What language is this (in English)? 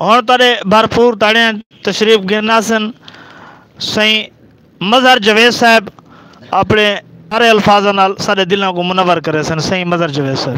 Saraiki